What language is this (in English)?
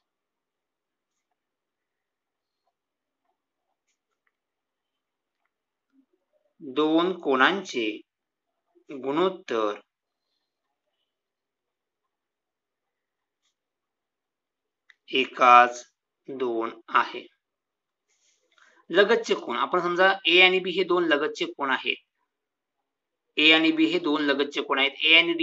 Marathi